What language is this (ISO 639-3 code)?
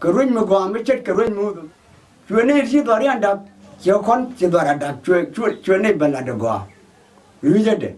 nus